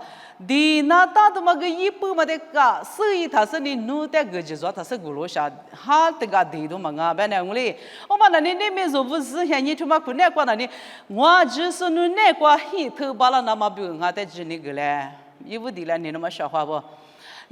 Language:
Lisu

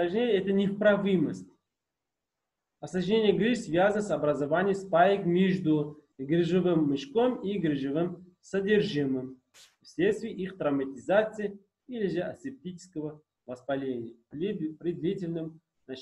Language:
Russian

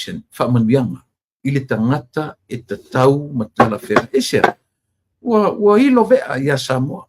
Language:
Samoan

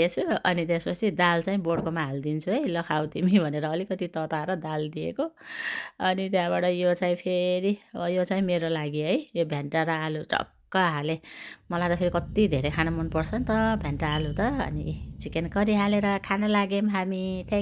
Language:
Nepali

